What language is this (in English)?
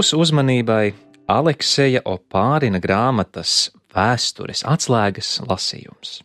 Latvian